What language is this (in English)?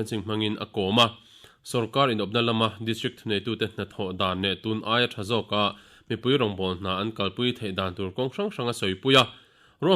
Mizo